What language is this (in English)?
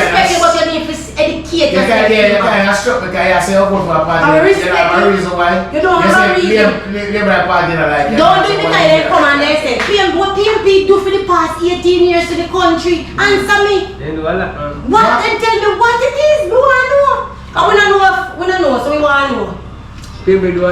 Jamaican Creole English